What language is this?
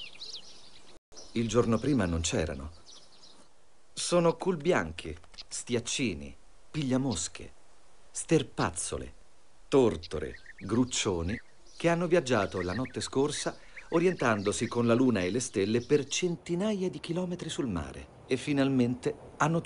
Italian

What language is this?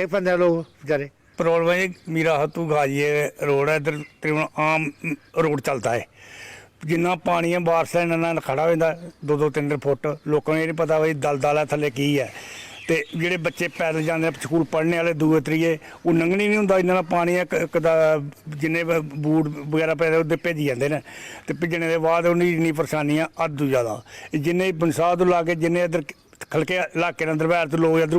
Dogri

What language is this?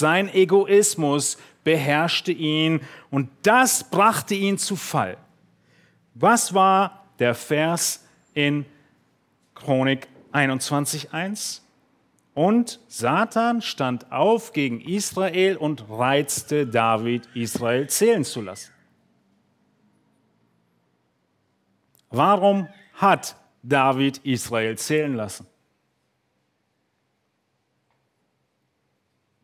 German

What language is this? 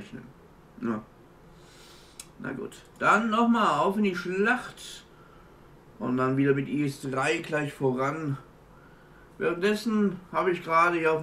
German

